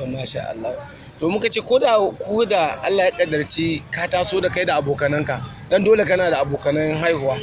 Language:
Hausa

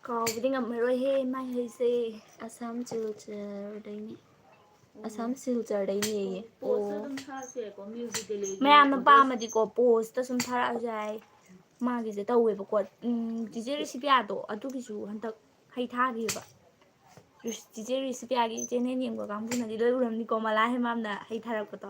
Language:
Manipuri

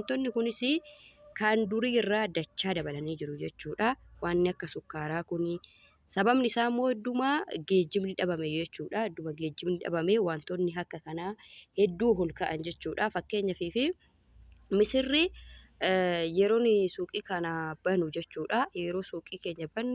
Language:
Oromo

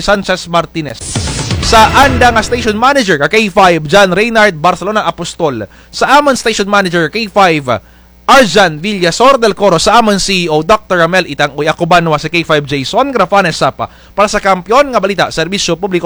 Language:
Kinaray-a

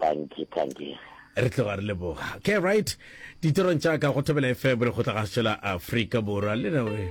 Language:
Northern Sotho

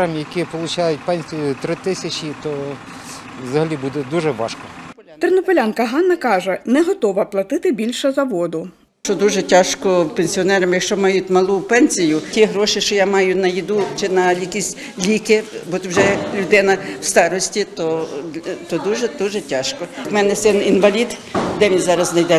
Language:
Ukrainian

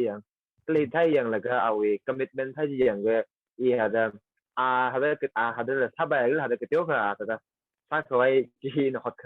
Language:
Tangkhul Naga (India)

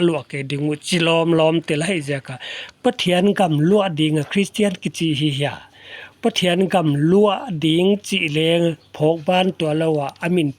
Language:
Paite Chin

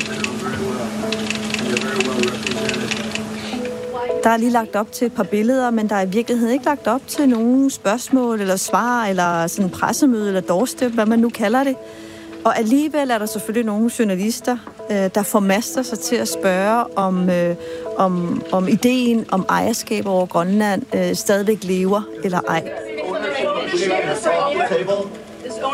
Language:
Danish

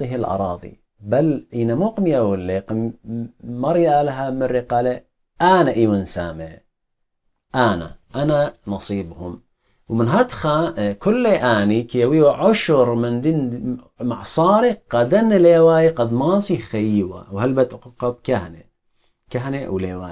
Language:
Assyrian Neo-Aramaic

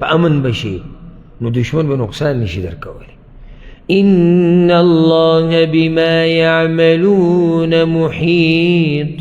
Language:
Pashto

